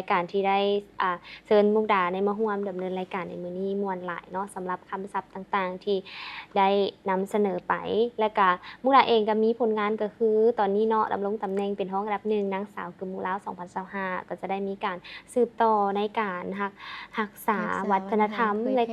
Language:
Lao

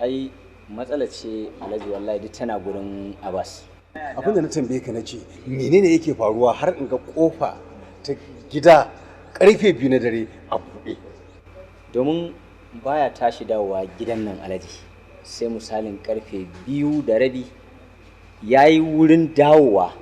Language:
Hausa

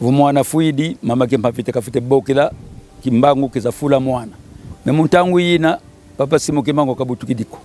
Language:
Kongo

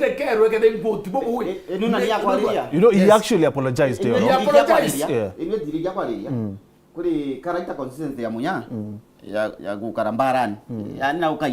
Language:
Meru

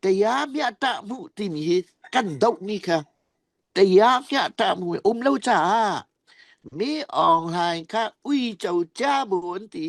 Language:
Falam Chin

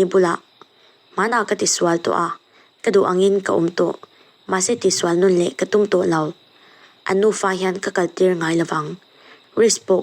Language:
Mizo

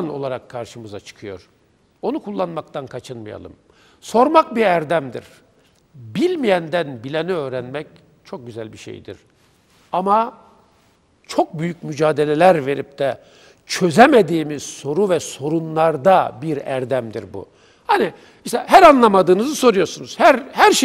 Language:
Turkish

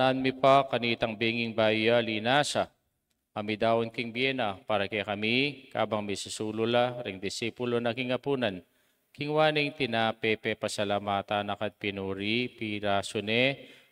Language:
Pampanga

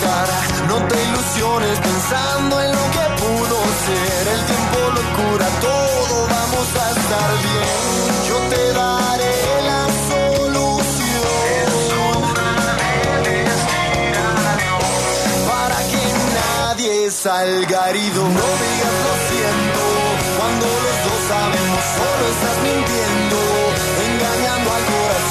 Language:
Spanish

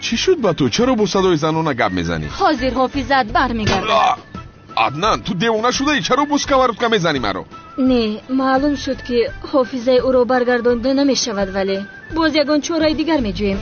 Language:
Tajik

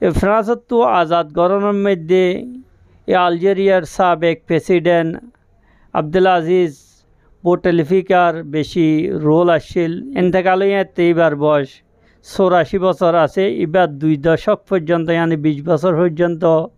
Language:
Rohingya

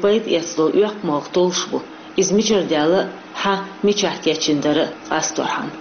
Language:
Chechen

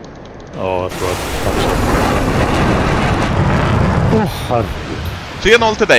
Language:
Swedish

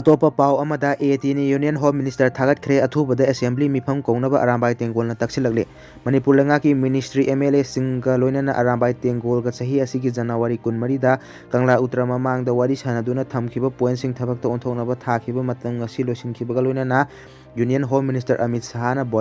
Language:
Manipuri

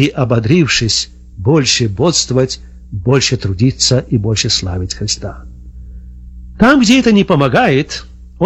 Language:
Russian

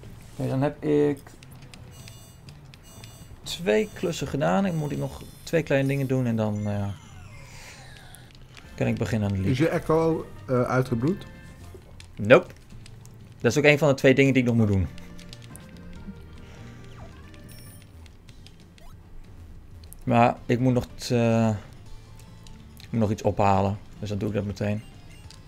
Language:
Dutch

